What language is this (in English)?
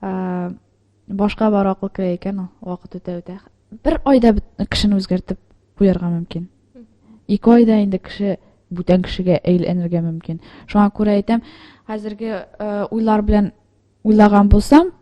Tatar